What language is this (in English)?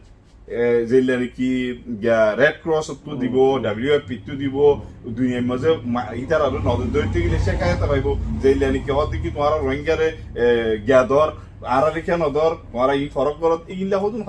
Rohingya